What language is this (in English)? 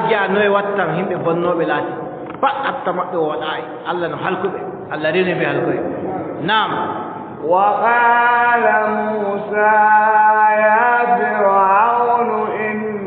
Adamawa Fulfulde